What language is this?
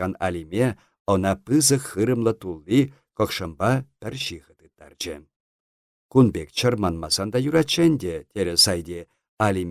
Chuvash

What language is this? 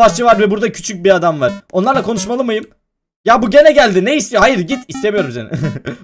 Turkish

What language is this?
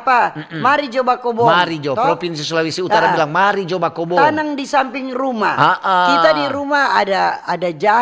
Manado Malay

